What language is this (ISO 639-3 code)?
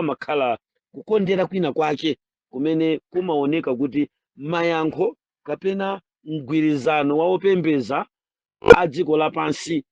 nya